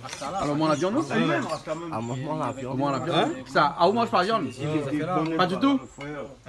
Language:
Réunion Creole French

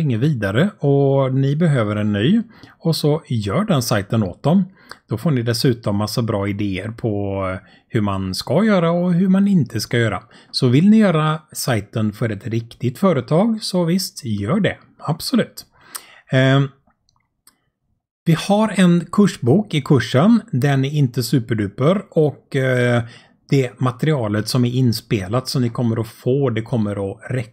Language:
Swedish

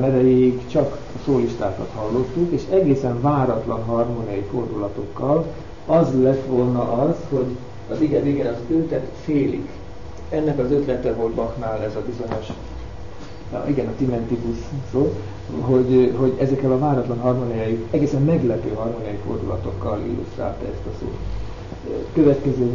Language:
Hungarian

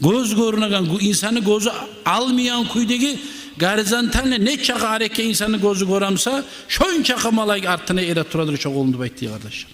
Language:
Kumyk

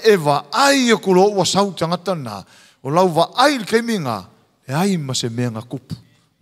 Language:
Samoan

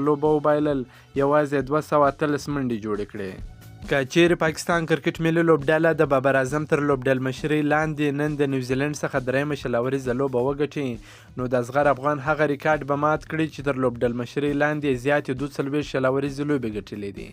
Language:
Pashto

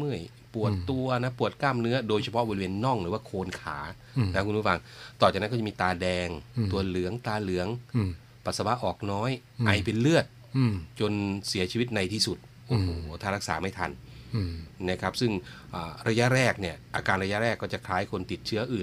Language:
Thai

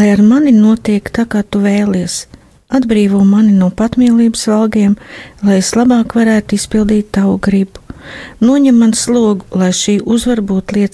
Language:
Latvian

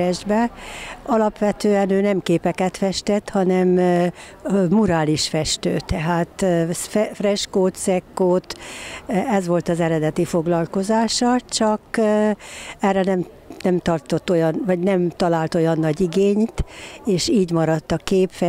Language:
Hungarian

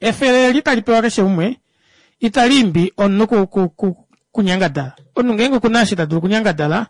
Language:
Kuanyama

